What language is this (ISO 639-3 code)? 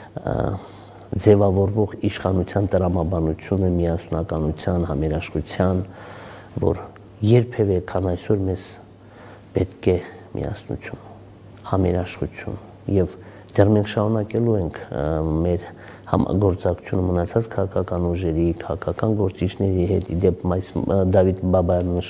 hye